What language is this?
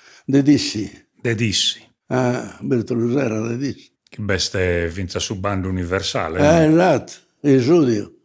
Sardinian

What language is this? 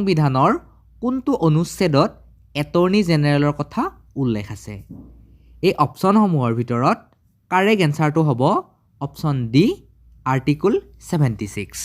Assamese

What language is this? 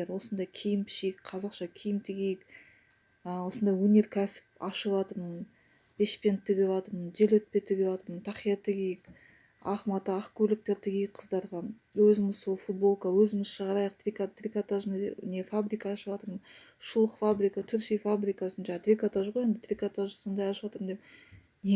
Kazakh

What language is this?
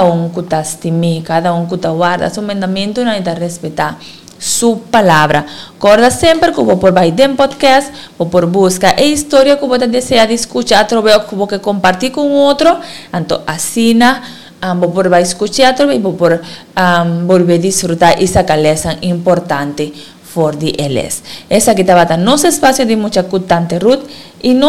Papiamento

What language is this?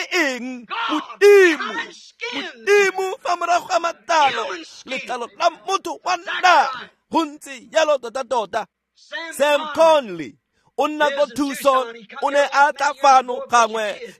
Tswana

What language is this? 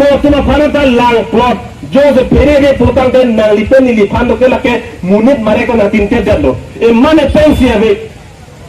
Karbi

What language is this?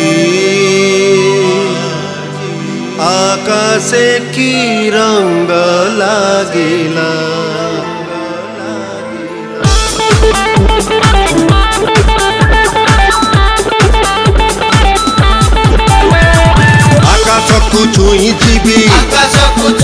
Odia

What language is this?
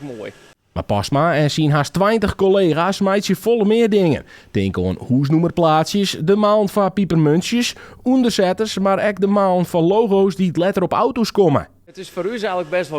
Western Frisian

